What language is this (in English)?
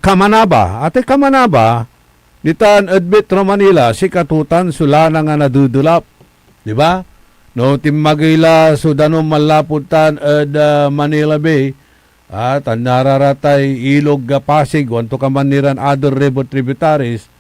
Pangasinan